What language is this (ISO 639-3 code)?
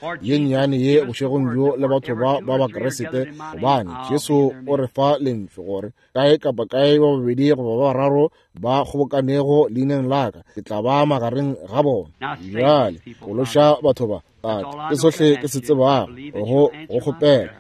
nso